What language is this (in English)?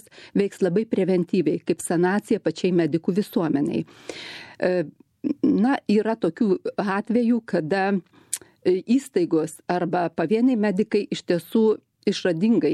Lithuanian